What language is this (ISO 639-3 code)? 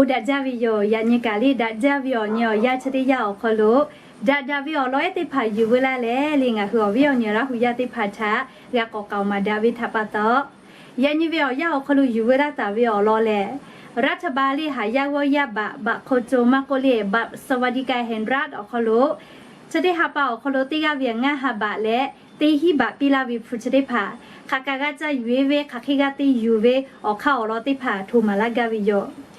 lhu